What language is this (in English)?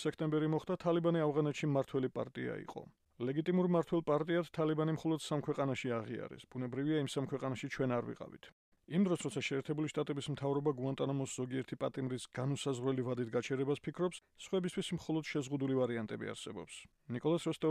Georgian